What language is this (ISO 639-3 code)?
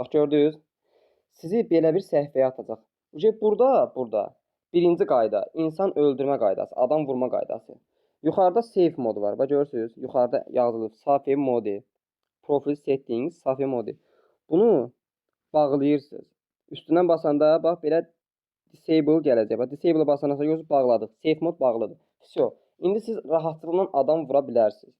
aze